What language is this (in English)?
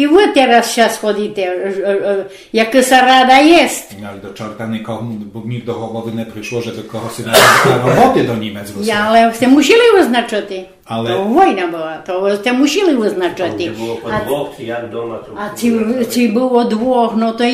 Rusyn